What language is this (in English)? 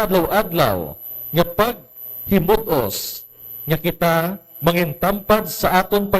Hiligaynon